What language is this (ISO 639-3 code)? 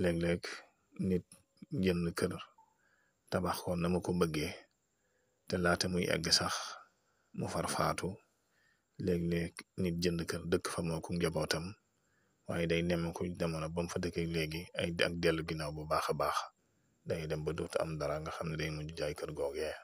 wol